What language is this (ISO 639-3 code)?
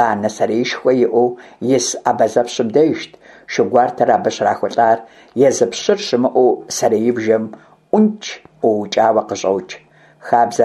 kbd